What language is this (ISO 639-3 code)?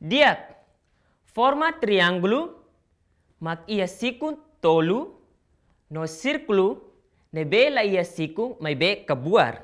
tet